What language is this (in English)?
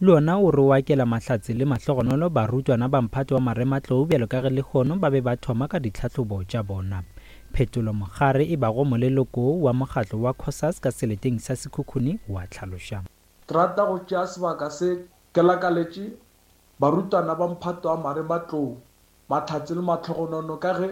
Northern Sotho